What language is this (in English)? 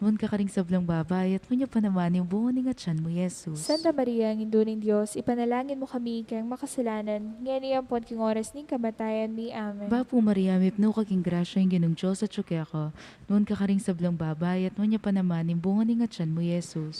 Pampanga